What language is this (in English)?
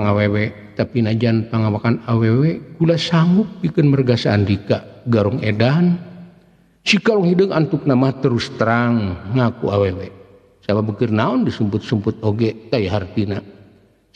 Sundanese